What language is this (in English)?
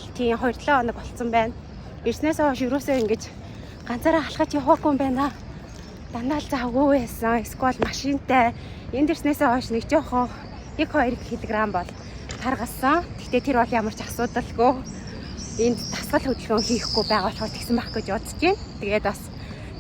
Mongolian